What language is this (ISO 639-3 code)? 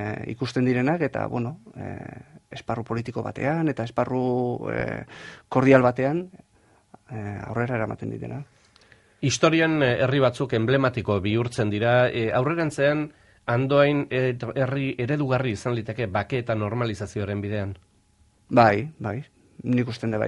eus